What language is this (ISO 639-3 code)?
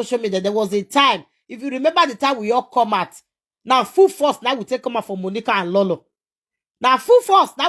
pcm